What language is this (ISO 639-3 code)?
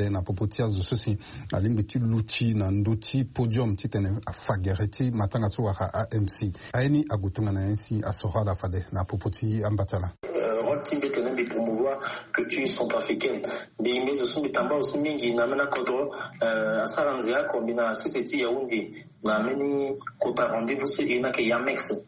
sag